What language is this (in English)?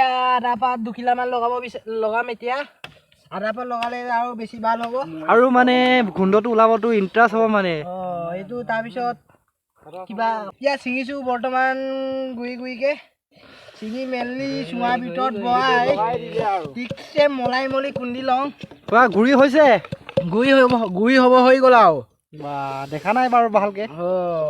Assamese